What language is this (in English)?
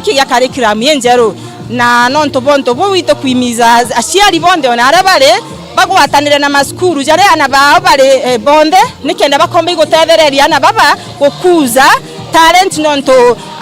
Meru